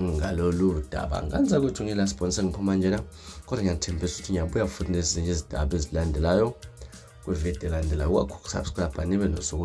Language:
Zulu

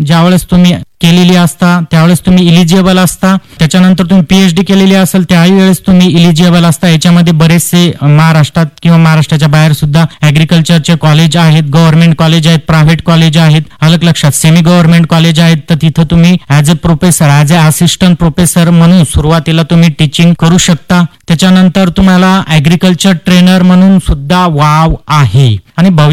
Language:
Marathi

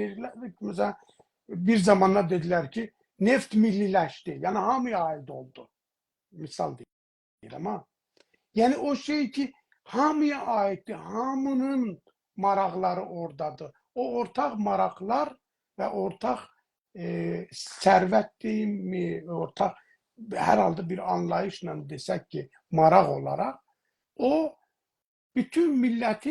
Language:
South Azerbaijani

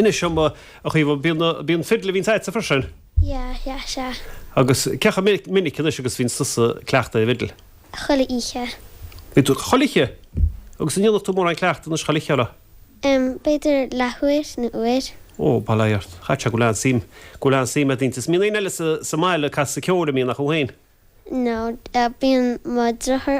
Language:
Irish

